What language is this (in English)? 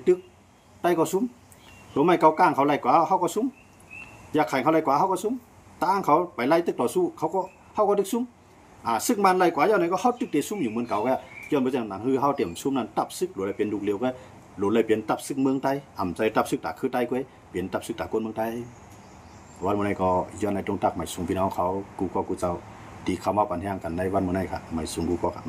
Shan